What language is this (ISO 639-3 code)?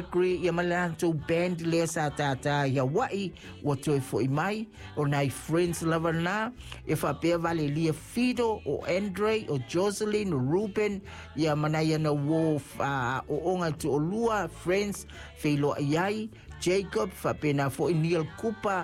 smo